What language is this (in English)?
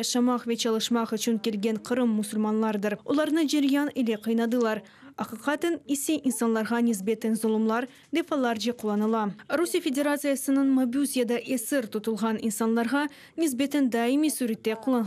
Crimean Tatar